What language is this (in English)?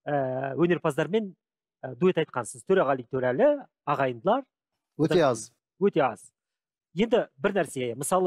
Kazakh